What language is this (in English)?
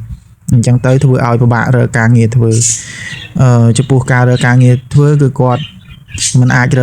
Khmer